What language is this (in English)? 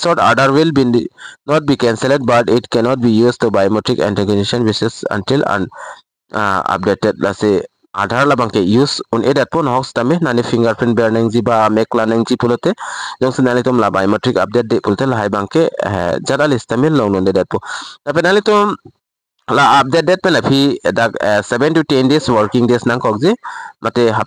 Karbi